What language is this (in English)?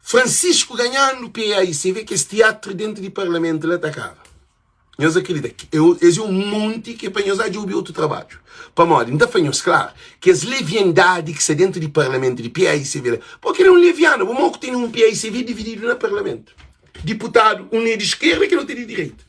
Kabuverdianu